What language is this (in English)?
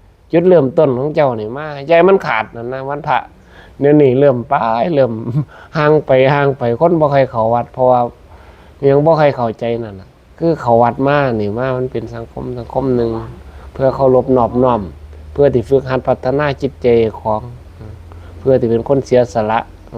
Northeastern Thai